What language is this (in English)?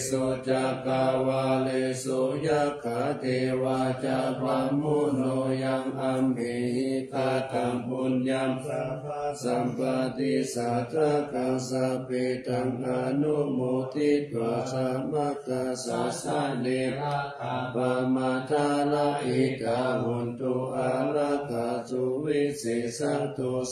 Pali